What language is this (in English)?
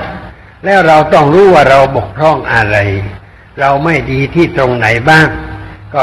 Thai